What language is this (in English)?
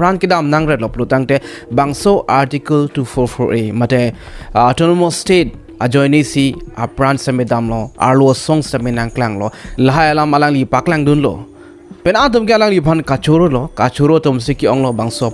Karbi